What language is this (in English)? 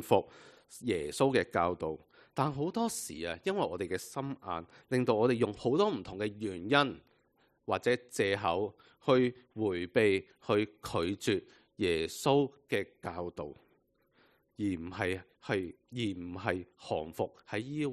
Cantonese